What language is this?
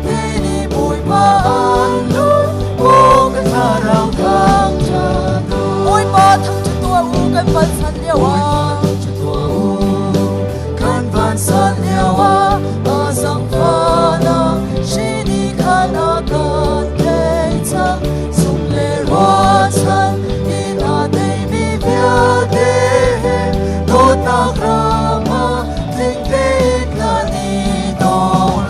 Hakha Chin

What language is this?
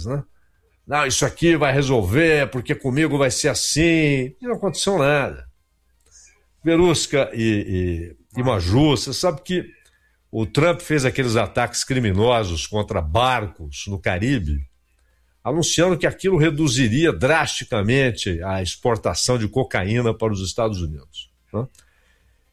Portuguese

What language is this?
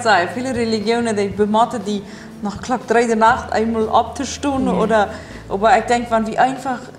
Plautdietsch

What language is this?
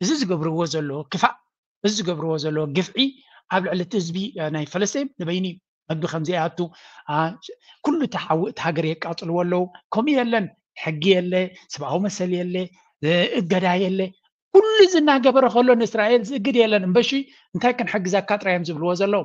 Tigrinya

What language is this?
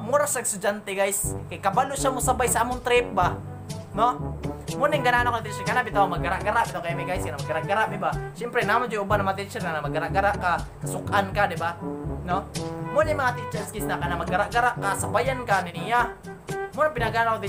Cebuano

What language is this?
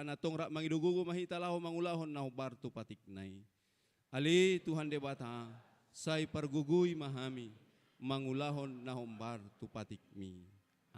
Batak Toba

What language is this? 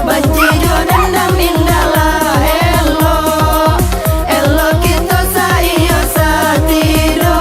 Minangkabau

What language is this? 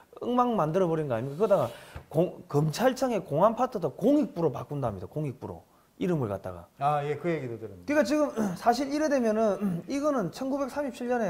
Korean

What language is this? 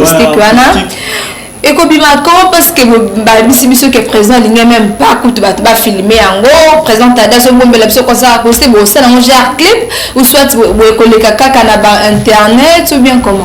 Lingala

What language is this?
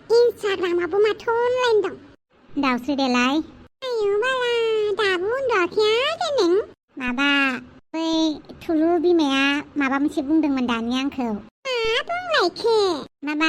Bodo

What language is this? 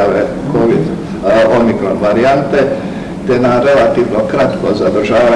Croatian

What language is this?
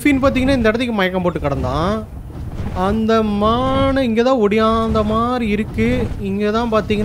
Tamil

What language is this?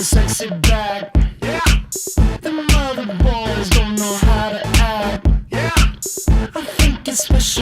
Kalaallisut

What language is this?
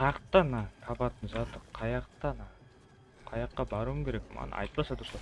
Kara-Kalpak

